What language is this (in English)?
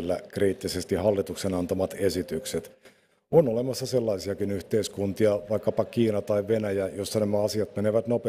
Finnish